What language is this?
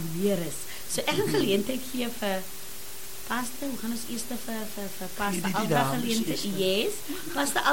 Afrikaans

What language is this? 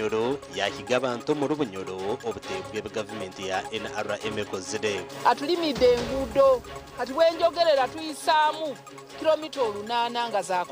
Nyankole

